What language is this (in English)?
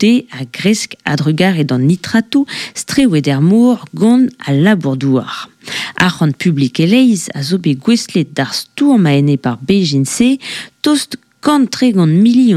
Breton